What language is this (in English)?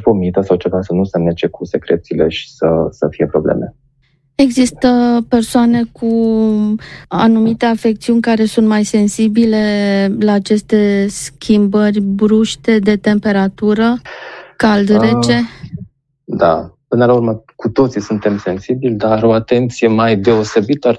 Romanian